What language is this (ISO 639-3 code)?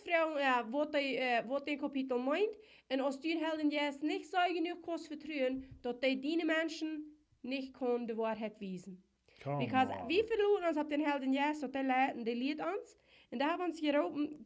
pdt